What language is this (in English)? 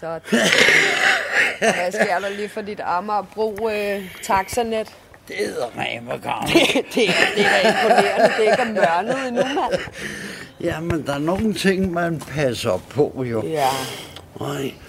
Danish